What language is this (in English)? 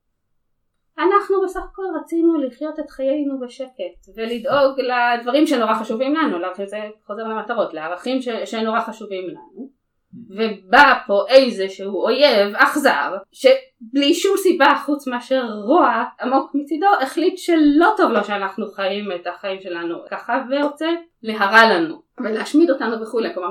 Hebrew